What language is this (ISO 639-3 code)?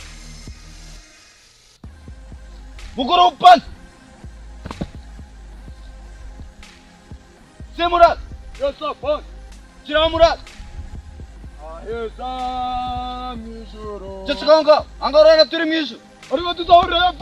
kin